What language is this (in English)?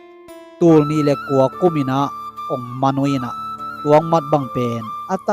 Tedim Chin